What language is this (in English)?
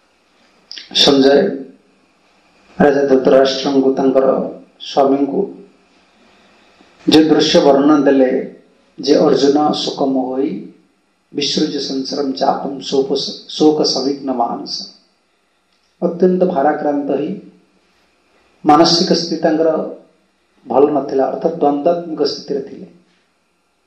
Odia